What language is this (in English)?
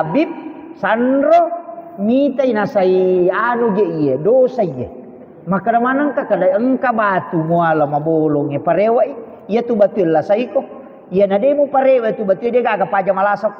Buginese